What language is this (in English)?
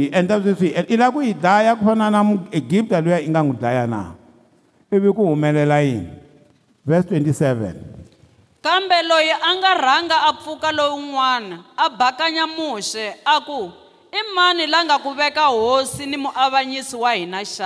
Tsonga